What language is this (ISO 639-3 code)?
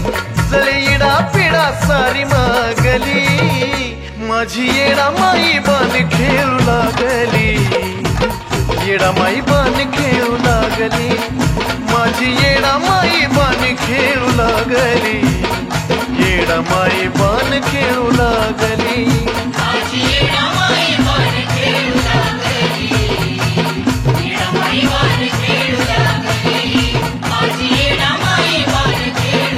mar